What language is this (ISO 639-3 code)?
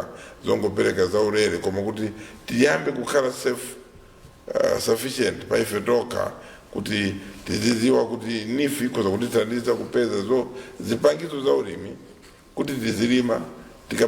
nya